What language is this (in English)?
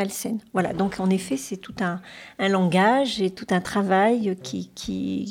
French